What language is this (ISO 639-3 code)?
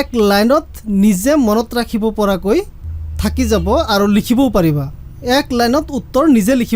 asm